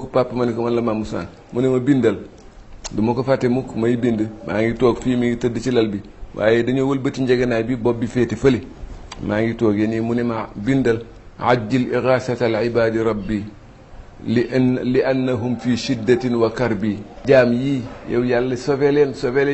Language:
Wolof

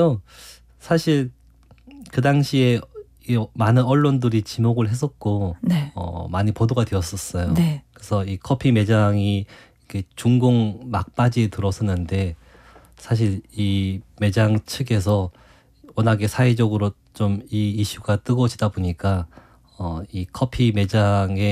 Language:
Korean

